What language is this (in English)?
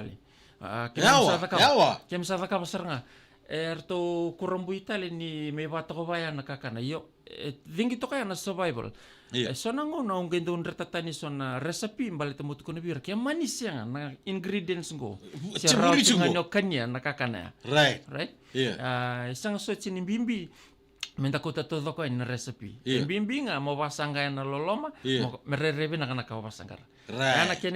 Fijian